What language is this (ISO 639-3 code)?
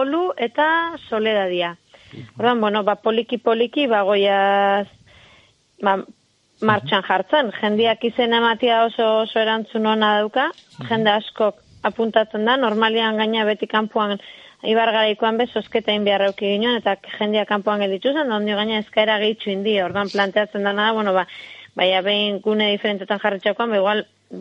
eus